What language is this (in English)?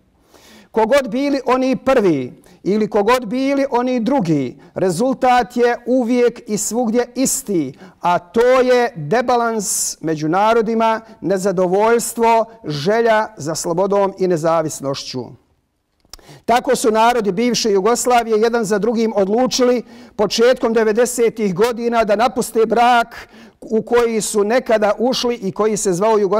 Bosnian